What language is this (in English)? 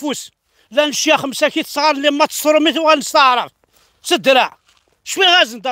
Kabyle